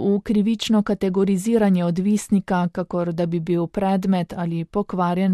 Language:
Slovenian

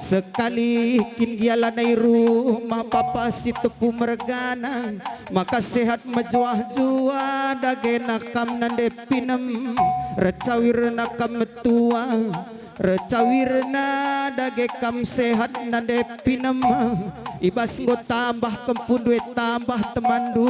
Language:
Batak Karo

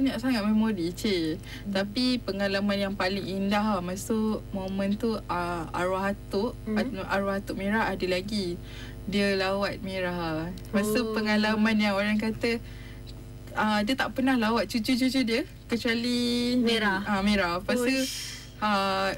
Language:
Malay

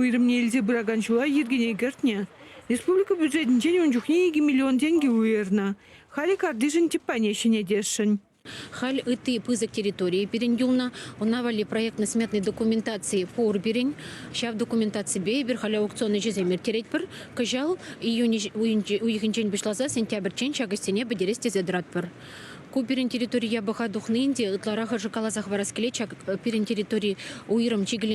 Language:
Chuvash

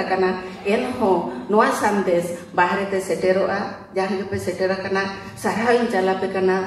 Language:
Santali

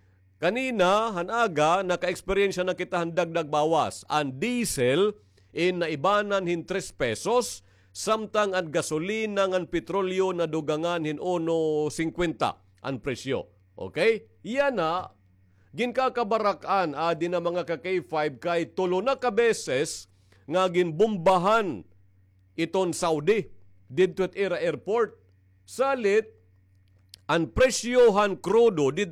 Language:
Waray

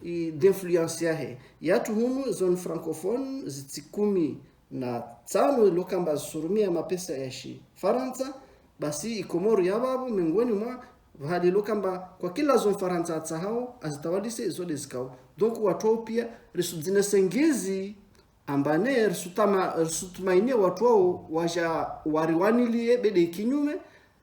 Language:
Ngazidja Comorian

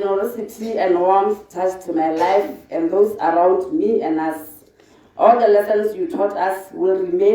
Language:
Tswana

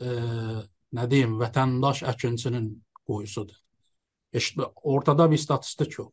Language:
South Azerbaijani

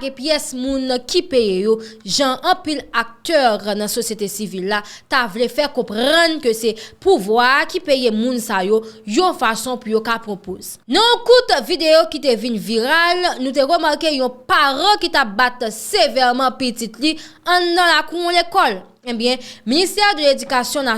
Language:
Haitian Creole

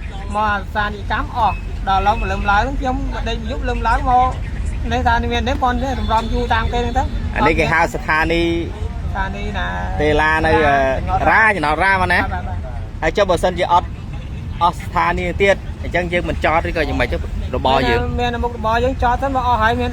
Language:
Khmer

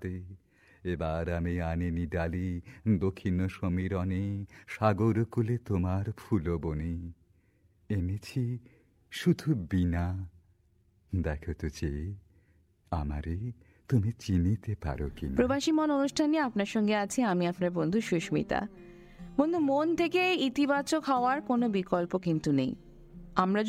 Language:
Bangla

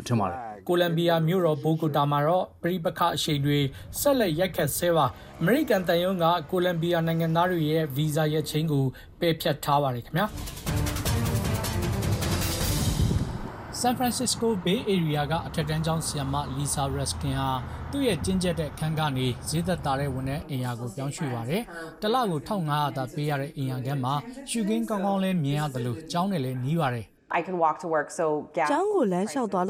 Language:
Burmese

